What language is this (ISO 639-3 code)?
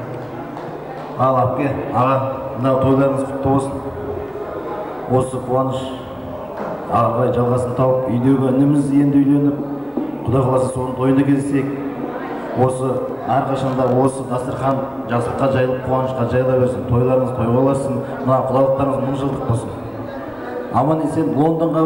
kaz